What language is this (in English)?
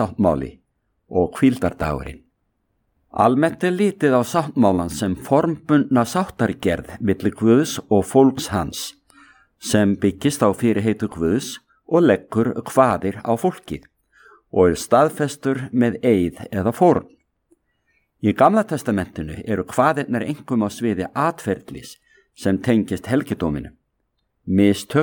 Icelandic